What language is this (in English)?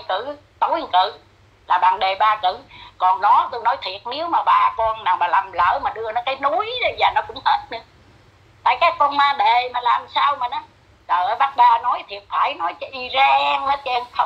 Vietnamese